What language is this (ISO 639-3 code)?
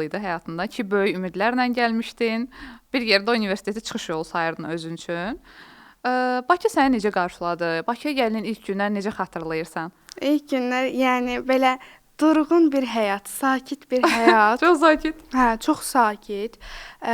aze